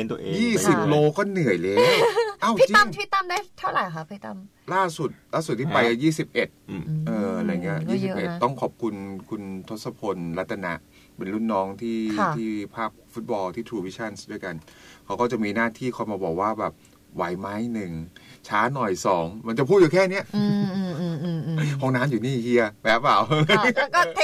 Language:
Thai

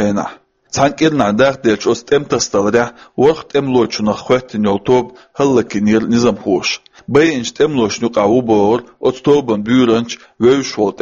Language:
Chechen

